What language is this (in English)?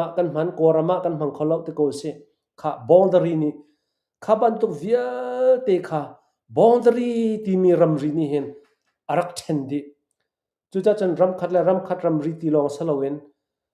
Hakha Chin